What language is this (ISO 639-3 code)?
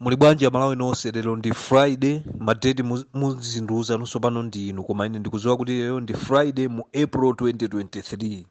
nya